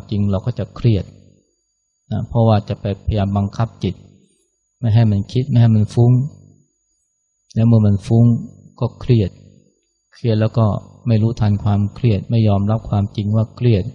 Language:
Thai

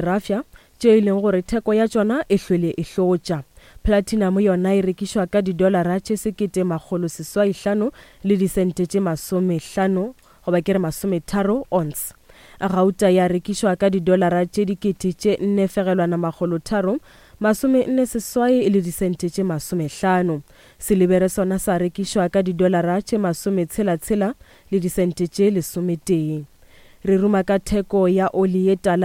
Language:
Northern Sotho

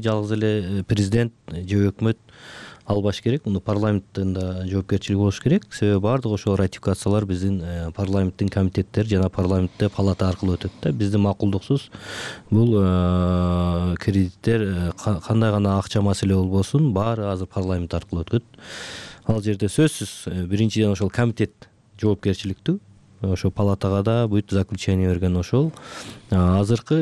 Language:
Kyrgyz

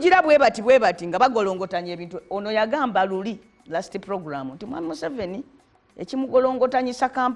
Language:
Ganda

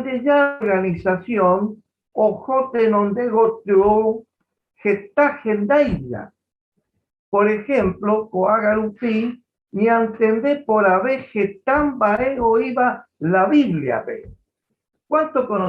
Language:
Guarani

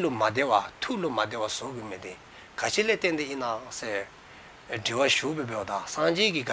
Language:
Dzongkha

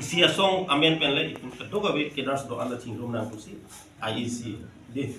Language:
Karbi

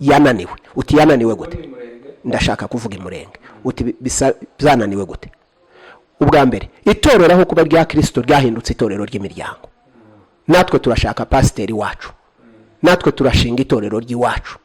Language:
Kinyarwanda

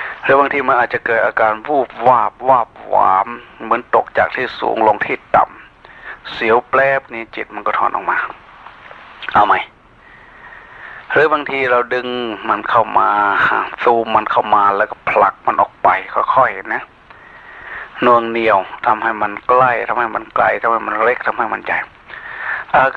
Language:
Thai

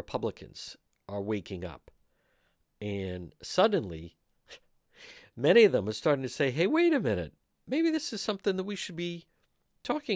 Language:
English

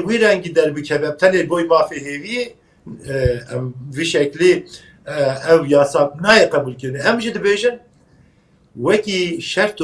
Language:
Kurdish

